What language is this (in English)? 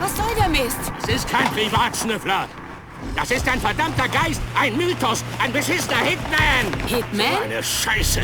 Bavarian